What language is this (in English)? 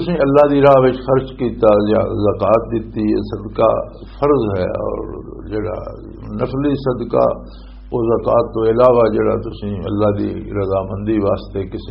Western Panjabi